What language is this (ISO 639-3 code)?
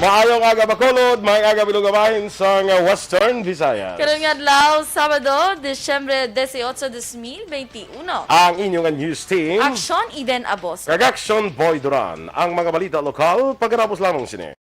hil